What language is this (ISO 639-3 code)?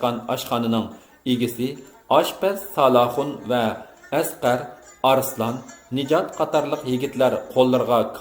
uig